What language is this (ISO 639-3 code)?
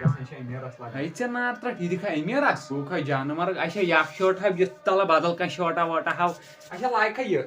kas